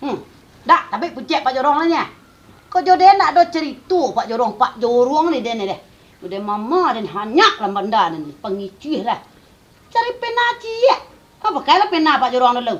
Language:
Minangkabau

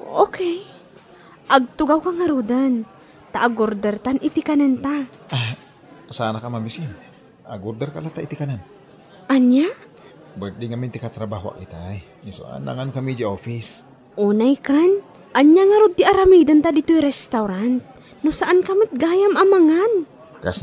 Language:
Iloko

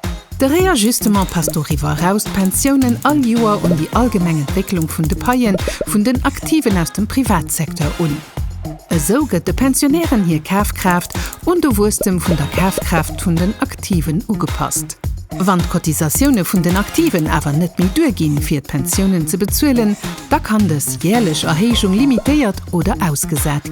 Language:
Luxembourgish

